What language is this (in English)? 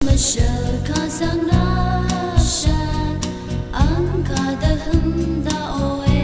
Rawang